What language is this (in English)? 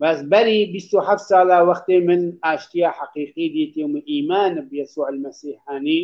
Kurdish